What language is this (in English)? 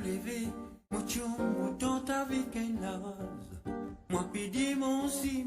Morisyen